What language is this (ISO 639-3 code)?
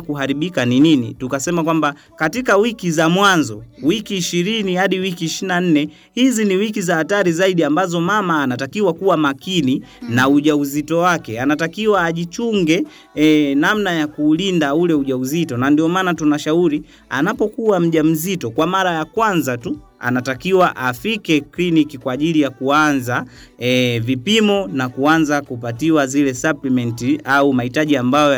swa